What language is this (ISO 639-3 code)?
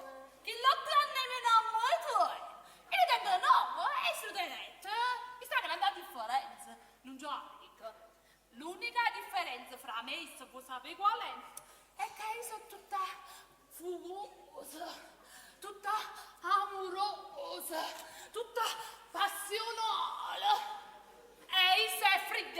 nap